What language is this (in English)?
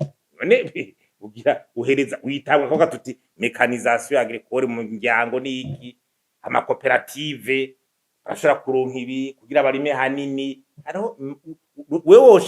Rundi